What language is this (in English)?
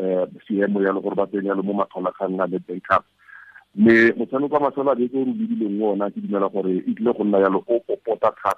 Tswana